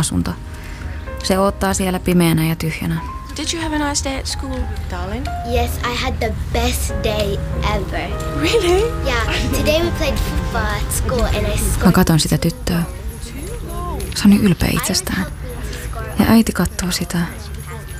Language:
Finnish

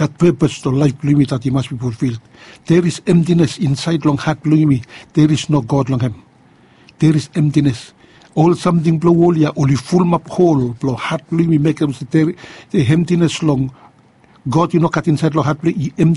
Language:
Bislama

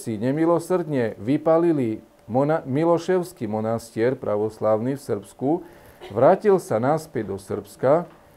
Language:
Slovak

